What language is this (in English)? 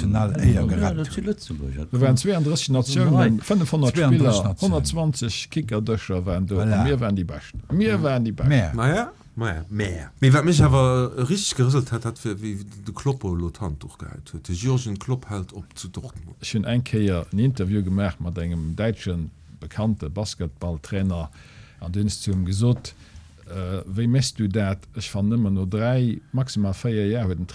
Luxembourgish